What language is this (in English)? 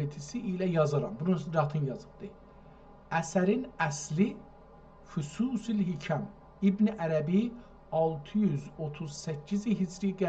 South Azerbaijani